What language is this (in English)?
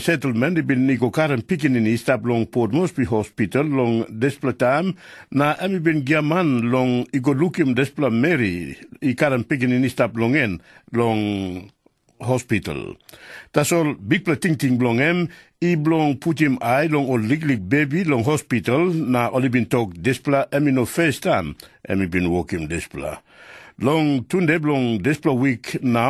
Tok Pisin